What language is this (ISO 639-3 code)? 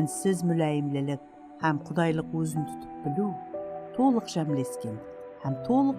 kaa